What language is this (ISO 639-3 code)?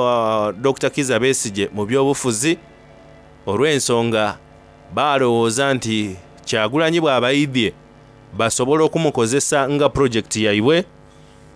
xog